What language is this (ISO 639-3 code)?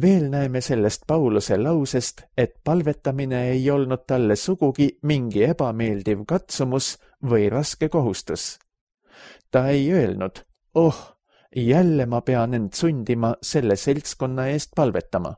est